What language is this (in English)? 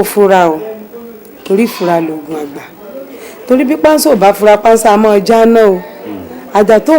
Yoruba